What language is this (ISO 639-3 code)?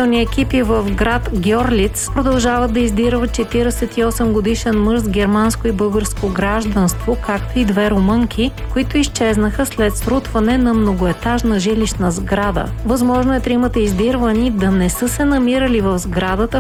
bul